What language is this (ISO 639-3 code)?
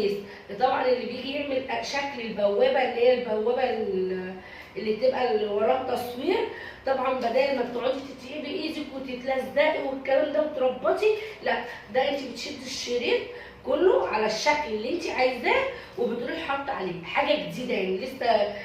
arz